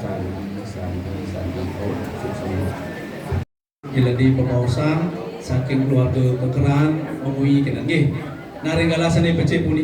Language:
Balinese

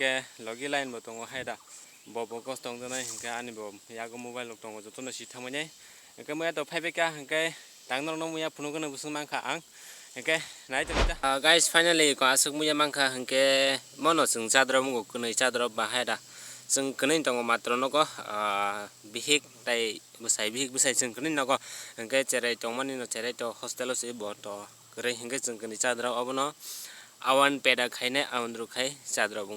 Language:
Kok Borok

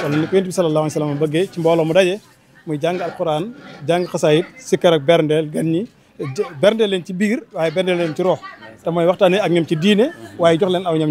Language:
Wolof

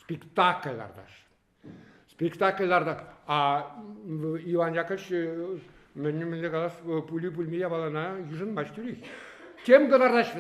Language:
Chuvash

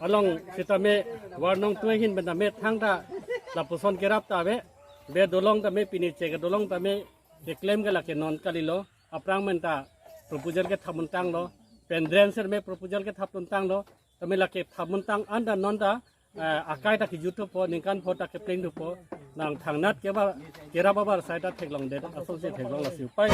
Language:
Karbi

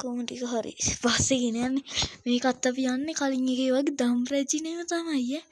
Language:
Sinhala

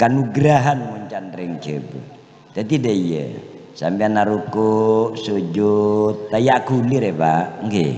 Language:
Madurese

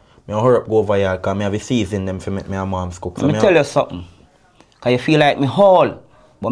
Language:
Jamaican Creole English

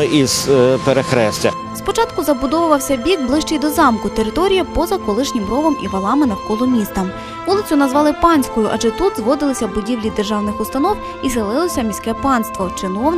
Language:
Ukrainian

